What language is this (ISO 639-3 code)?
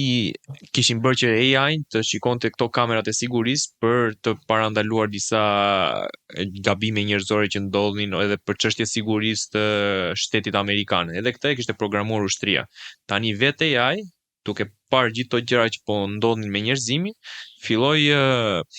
sqi